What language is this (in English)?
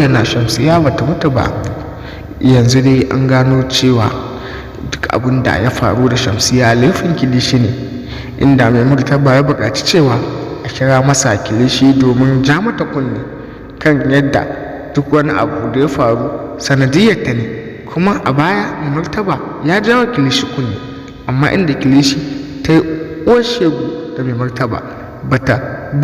Hausa